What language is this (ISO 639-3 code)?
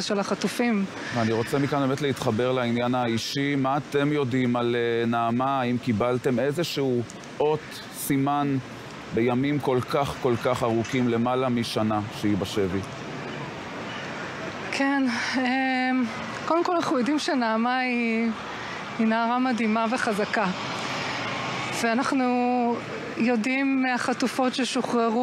heb